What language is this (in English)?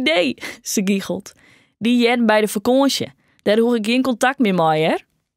Western Frisian